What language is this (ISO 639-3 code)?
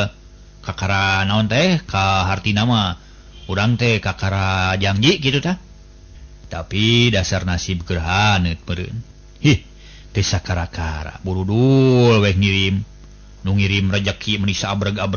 sun